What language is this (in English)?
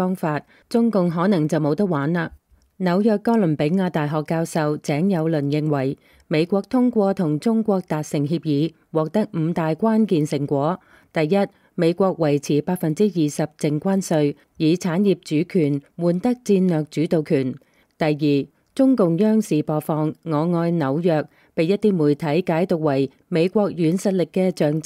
Cantonese